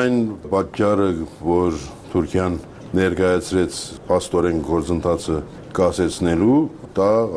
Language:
Armenian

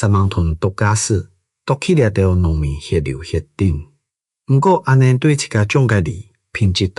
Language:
Hakka Chinese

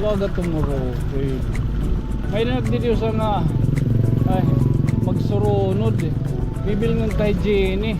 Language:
Waray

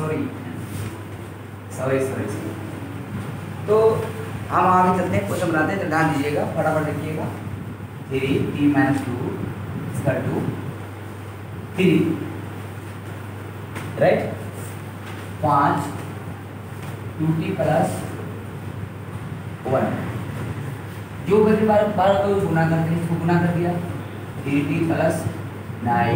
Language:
Hindi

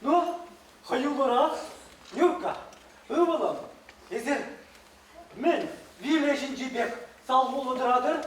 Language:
Chuvash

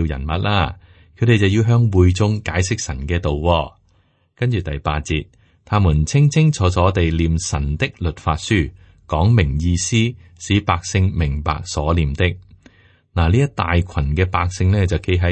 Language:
Cantonese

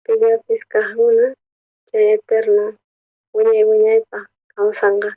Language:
South Bolivian Quechua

